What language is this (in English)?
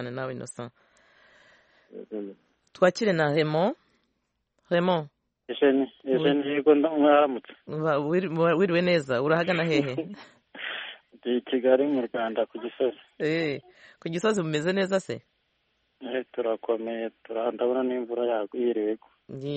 Kinyarwanda